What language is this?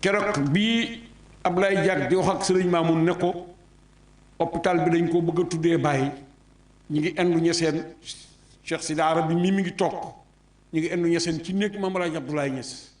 Wolof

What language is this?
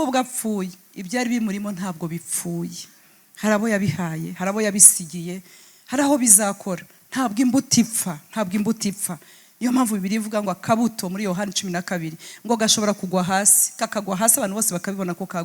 Kinyarwanda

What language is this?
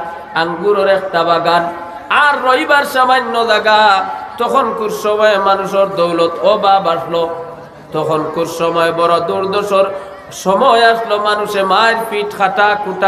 Sylheti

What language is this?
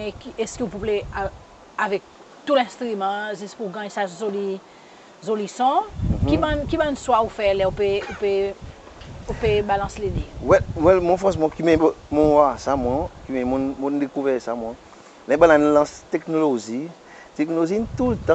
Seselwa Creole French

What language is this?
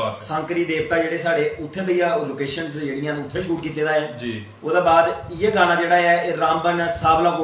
Dogri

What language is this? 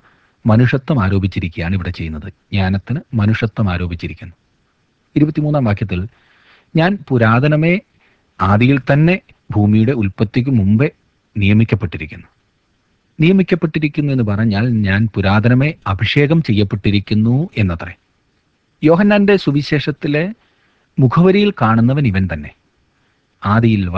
Malayalam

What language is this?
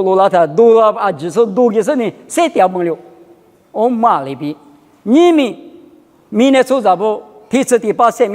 Lisu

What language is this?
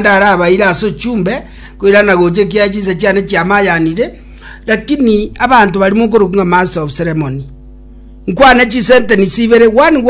Gusii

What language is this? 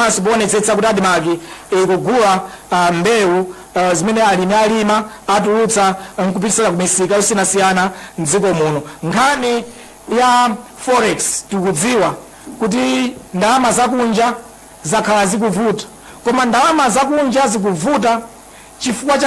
Nyanja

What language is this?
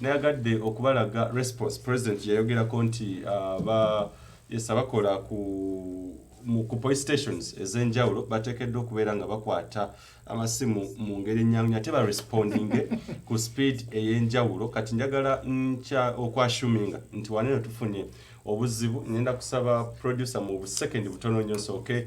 Ganda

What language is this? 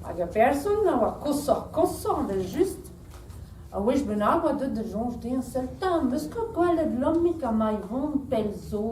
Breton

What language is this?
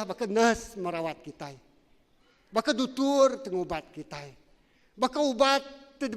Iban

